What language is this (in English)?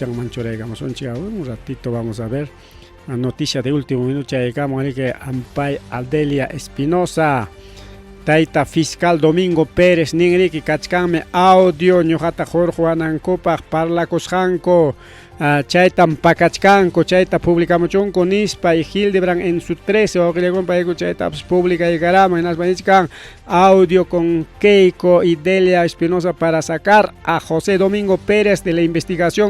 Ayacucho Quechua